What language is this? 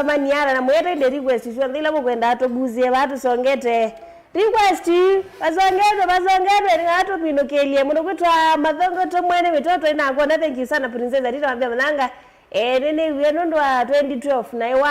Kamba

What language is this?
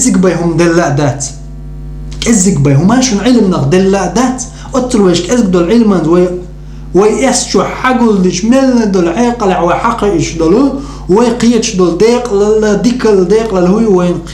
Chechen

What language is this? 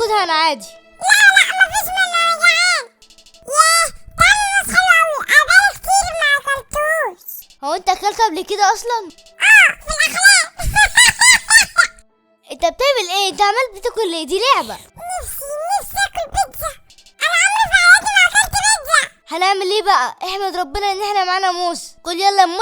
Egyptian Arabic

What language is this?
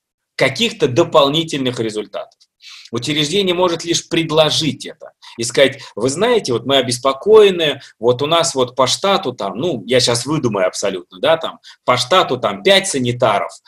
Russian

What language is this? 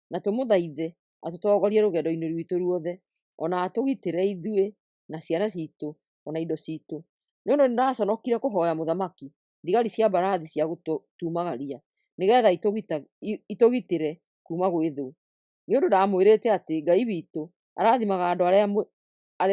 Kikuyu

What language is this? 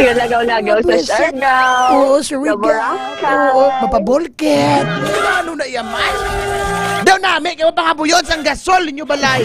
Hiligaynon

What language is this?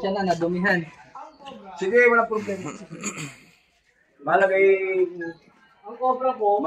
Filipino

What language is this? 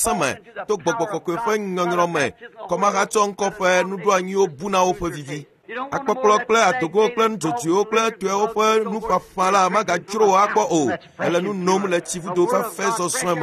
Ewe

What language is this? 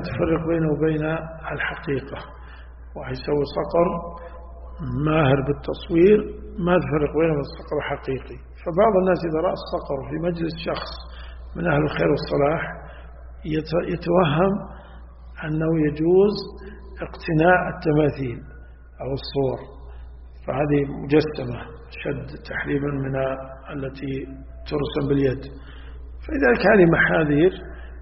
Arabic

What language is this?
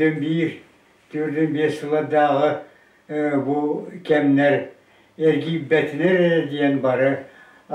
Yakut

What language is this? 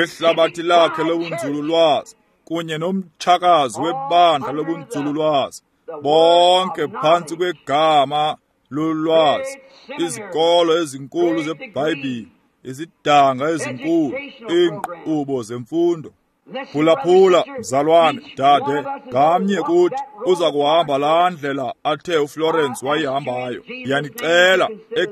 Xhosa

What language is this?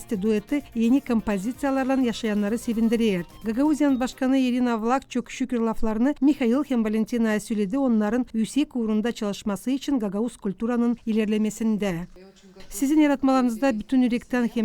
Gagauz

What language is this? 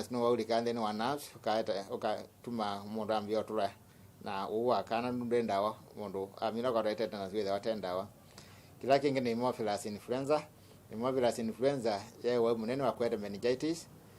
Kamba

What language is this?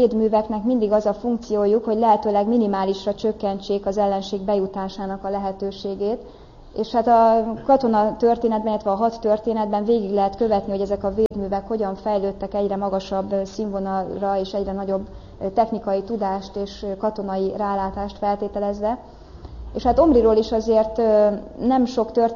Hungarian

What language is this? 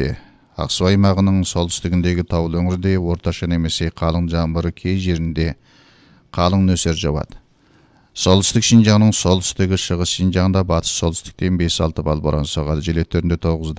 Kazakh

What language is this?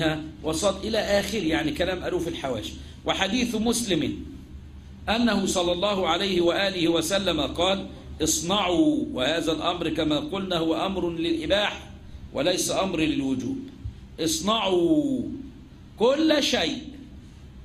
Arabic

